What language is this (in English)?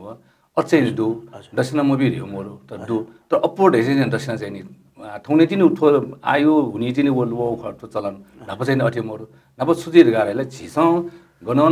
Newari